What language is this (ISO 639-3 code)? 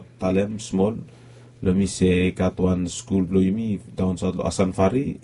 bis